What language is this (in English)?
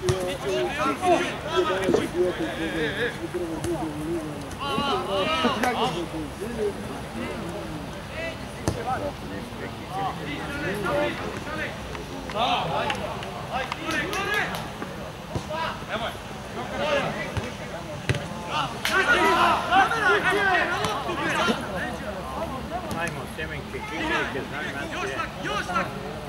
Serbian